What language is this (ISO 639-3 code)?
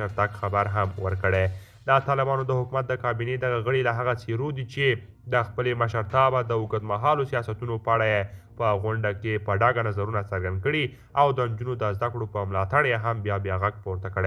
pus